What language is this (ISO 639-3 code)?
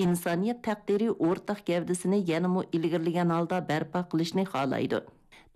uig